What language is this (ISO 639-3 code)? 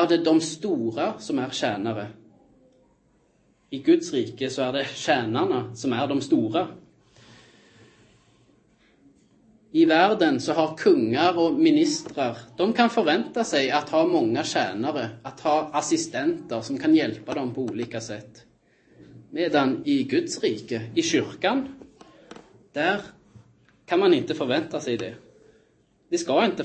nor